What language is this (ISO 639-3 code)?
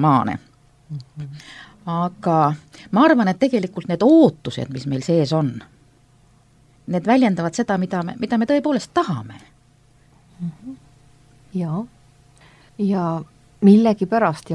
est